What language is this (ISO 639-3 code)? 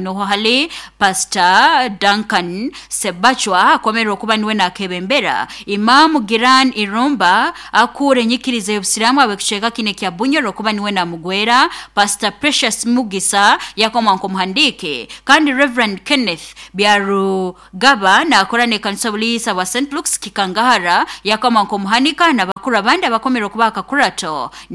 nyo